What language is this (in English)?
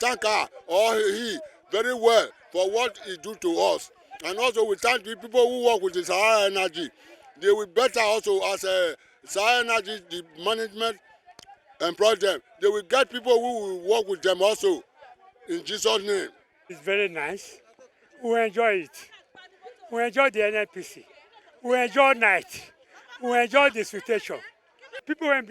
Nigerian Pidgin